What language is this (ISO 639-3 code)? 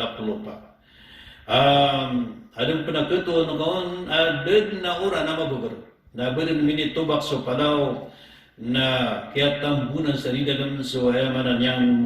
mrw